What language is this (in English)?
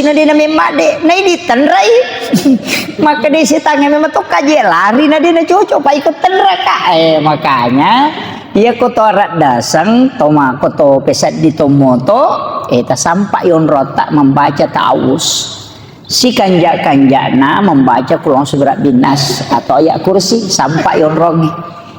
Buginese